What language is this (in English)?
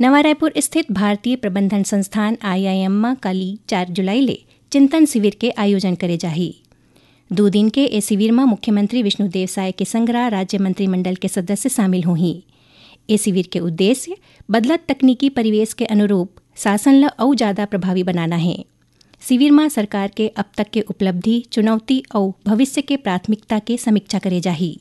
Chhattisgarhi